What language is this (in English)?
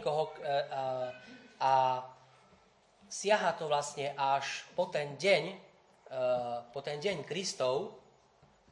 Slovak